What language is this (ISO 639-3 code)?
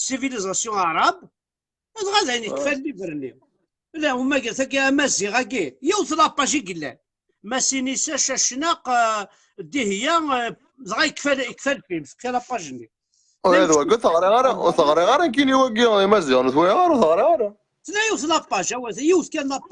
kab